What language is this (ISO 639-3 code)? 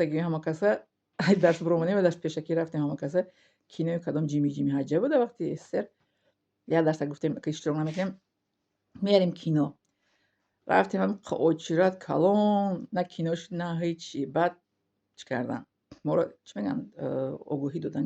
tgk